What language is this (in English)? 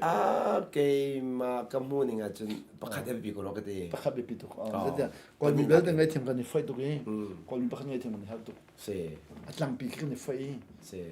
Hakha Chin